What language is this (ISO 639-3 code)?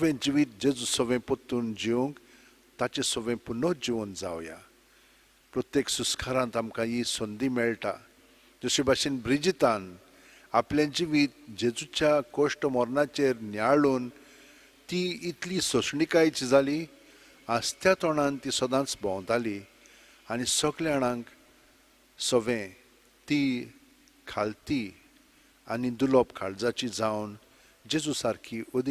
kok